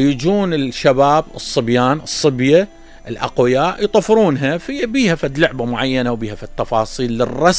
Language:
Mesopotamian Arabic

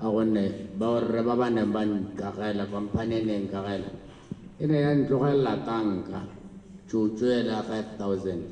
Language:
Tswana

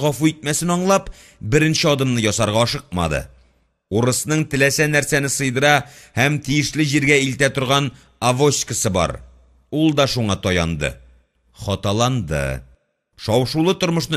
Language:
Tatar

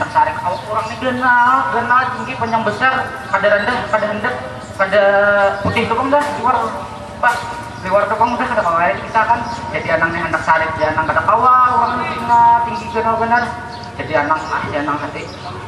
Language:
Banjar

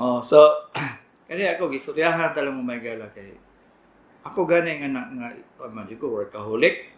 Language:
Cebuano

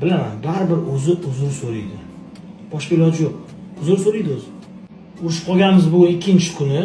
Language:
Uzbek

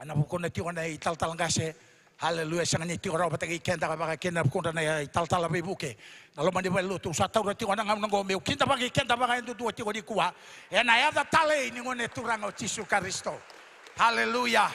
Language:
Fijian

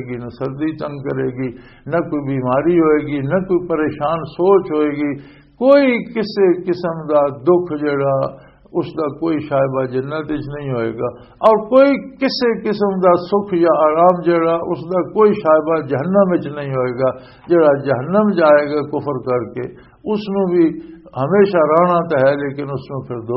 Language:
Western Panjabi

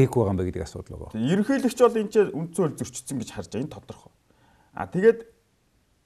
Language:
Mongolian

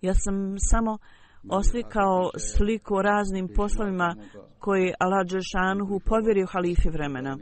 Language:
Bosnian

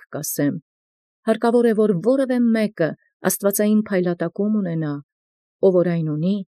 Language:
Armenian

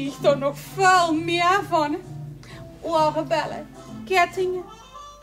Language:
Limburgish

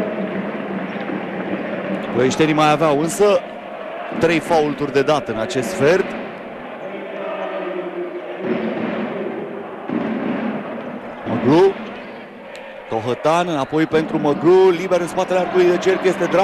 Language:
Romanian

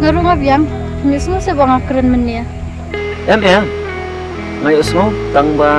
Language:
Khasi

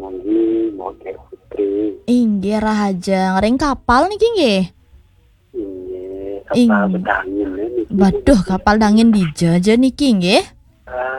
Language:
Balinese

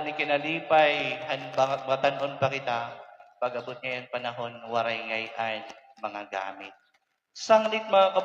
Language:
Waray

